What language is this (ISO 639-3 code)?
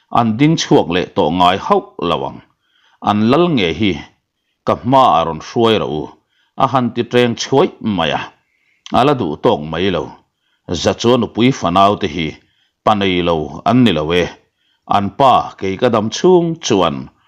lus